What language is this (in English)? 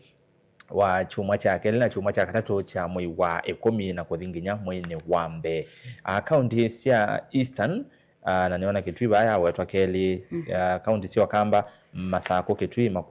Kamba